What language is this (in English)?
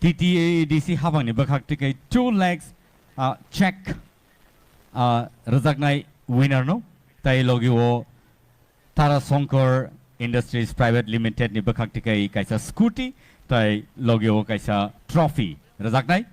Riang (India)